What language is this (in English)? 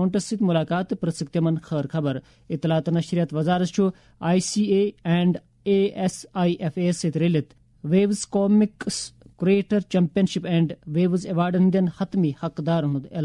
Kashmiri